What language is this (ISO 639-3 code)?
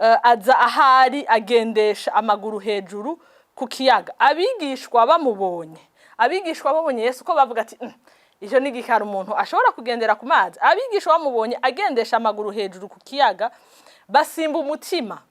run